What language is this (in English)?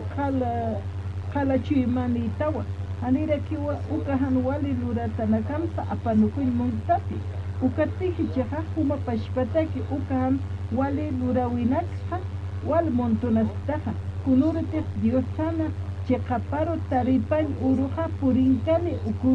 Aymara